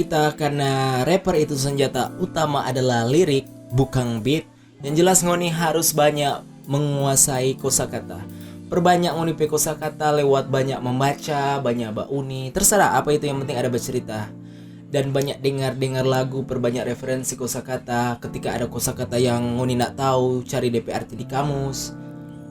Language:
Manado Malay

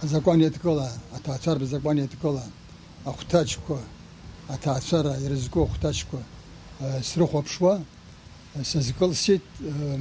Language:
Abkhazian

